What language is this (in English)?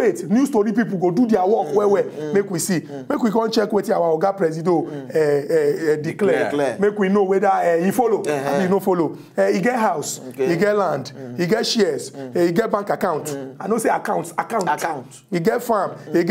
Nigerian Pidgin